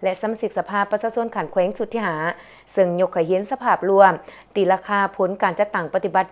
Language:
Lao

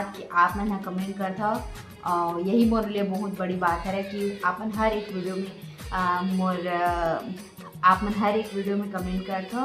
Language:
Chhattisgarhi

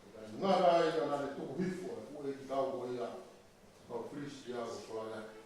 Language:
Tongan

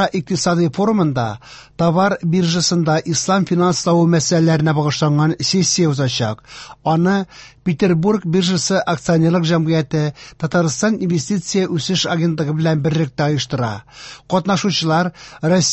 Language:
Tatar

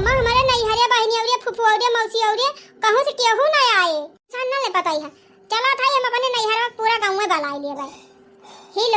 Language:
Awadhi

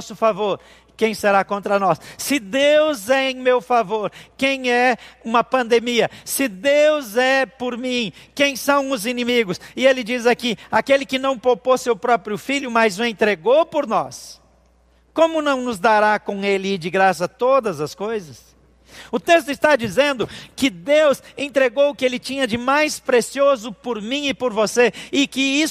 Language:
Portuguese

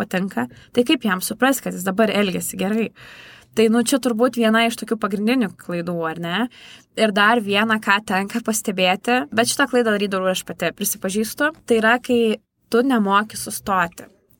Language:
Lithuanian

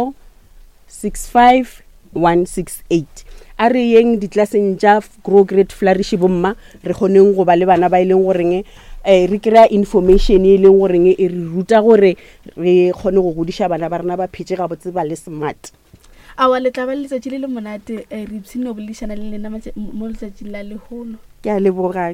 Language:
Northern Sotho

